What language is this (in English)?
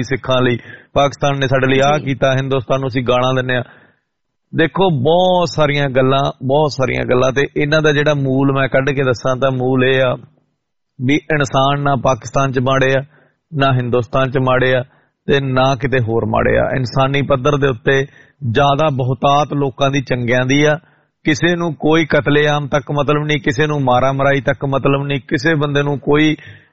Punjabi